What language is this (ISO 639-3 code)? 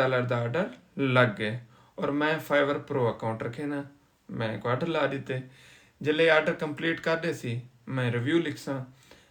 skr